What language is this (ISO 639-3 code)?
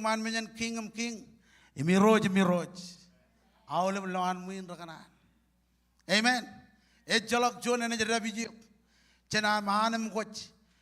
mah